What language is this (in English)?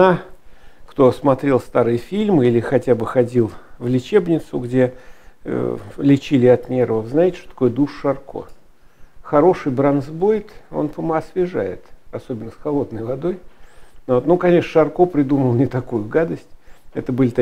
Russian